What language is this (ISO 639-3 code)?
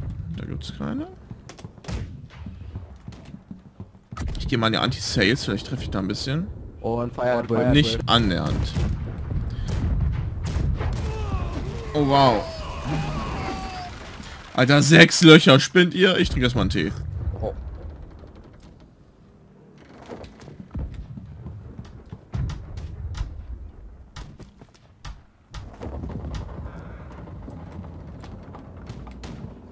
deu